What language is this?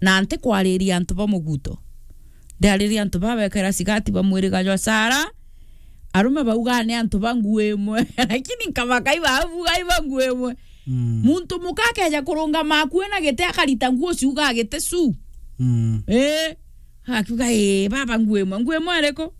Meru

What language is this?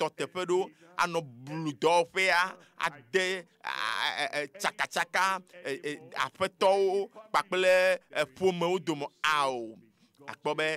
Ewe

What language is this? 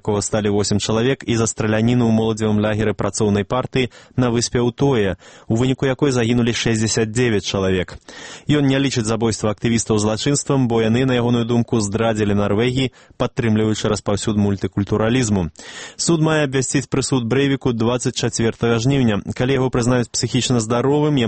Belarusian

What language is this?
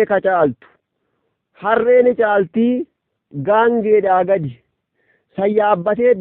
Oromo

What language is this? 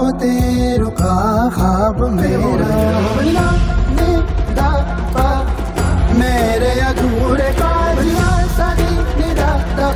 Telugu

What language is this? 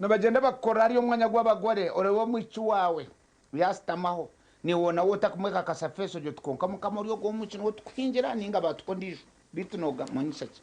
Nyankole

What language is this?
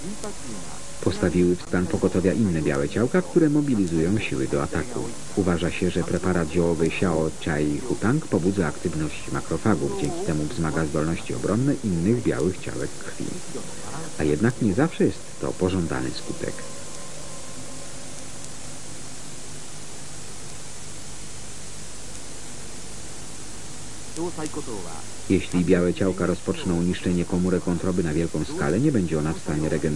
Polish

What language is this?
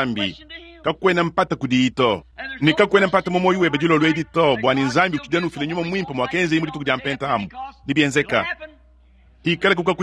Luba-Lulua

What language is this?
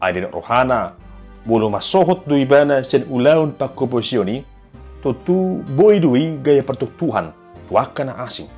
Batak Toba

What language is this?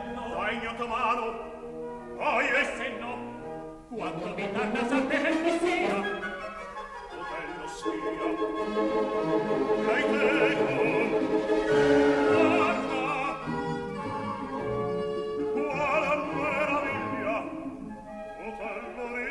Italian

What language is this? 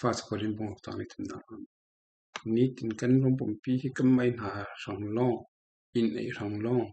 Falam Chin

